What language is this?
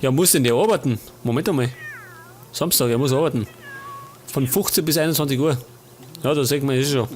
Bavarian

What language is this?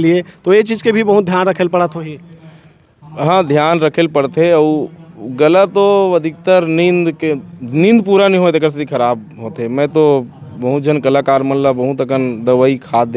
Chhattisgarhi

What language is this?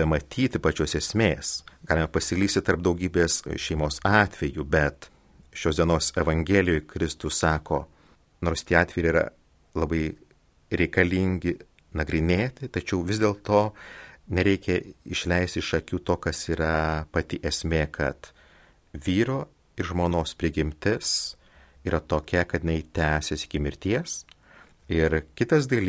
Lithuanian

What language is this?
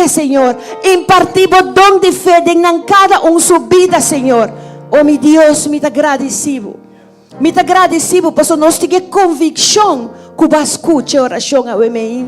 Papiamento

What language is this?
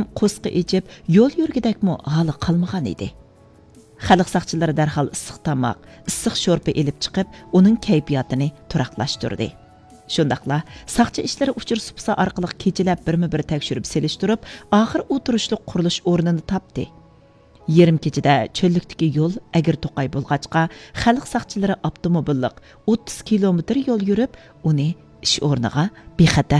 Uyghur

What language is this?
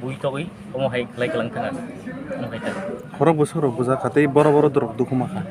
Kok Borok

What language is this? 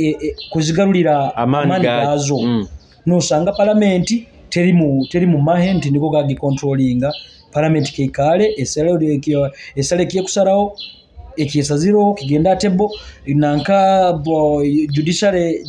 Nyoro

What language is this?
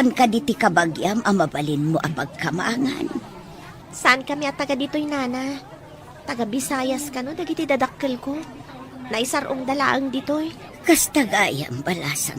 Iloko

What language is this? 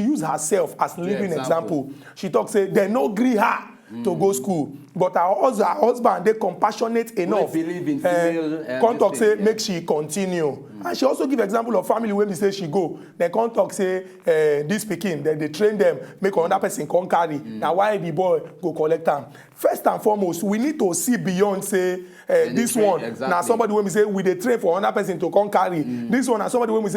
Nigerian Pidgin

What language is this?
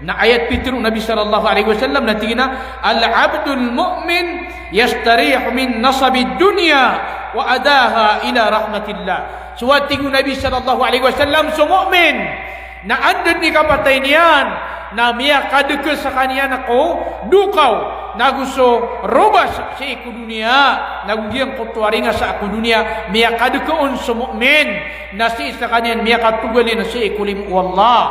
Maranao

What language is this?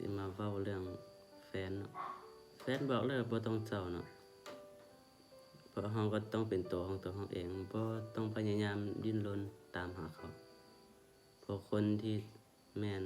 Lao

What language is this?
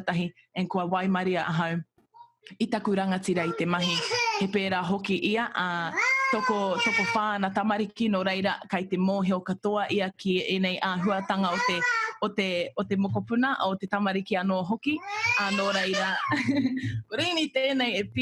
Māori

